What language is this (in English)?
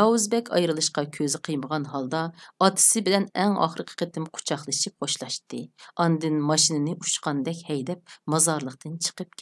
Uyghur